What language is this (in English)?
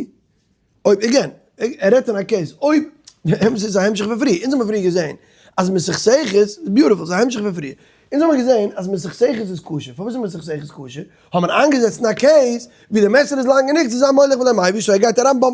Yiddish